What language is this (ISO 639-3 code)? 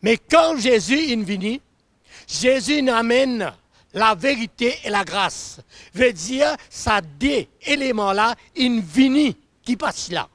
mfe